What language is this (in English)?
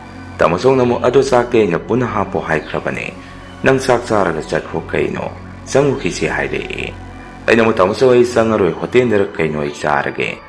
Manipuri